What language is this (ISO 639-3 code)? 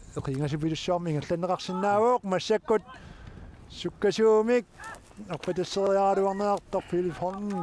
kal